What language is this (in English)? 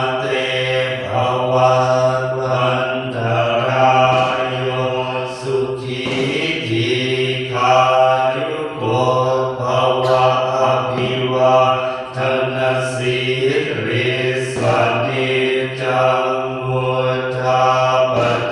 Pali